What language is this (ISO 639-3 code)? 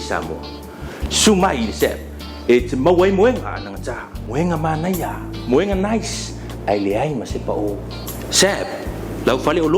smo